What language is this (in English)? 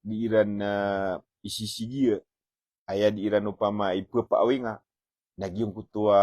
Maranao